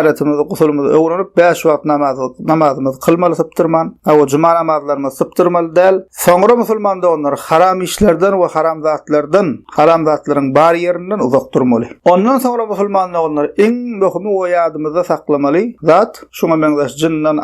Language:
Turkmen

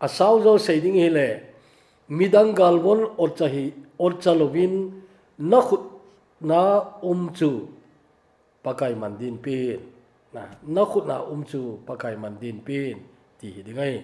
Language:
Thado Chin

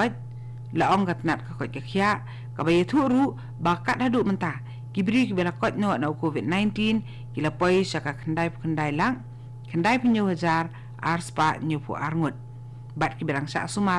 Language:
Khasi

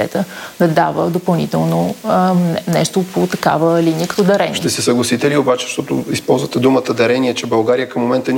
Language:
Bulgarian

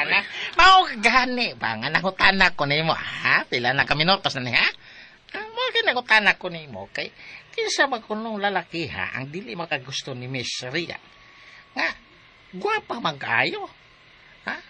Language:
Cebuano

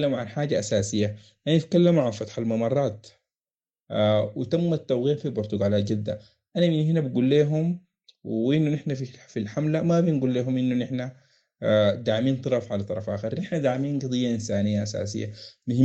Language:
Sudanese Arabic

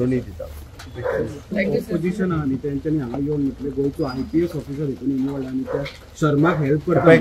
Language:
Konkani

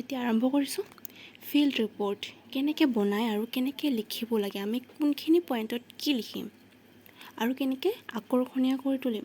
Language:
Assamese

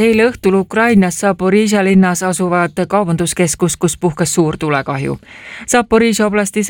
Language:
Estonian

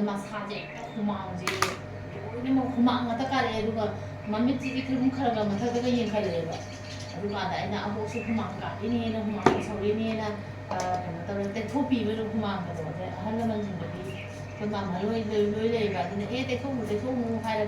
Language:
Manipuri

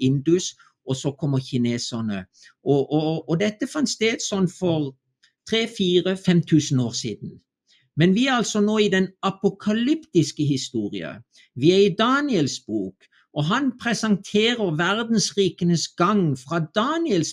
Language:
Norwegian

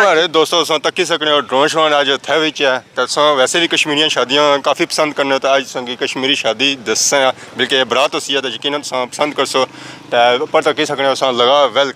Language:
Pahari-Potwari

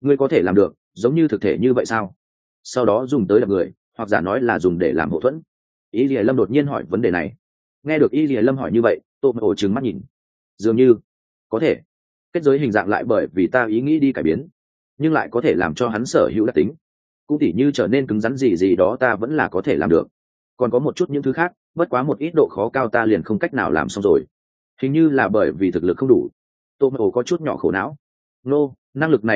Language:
Vietnamese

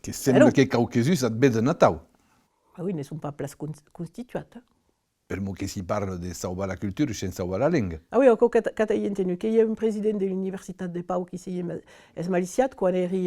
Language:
Occitan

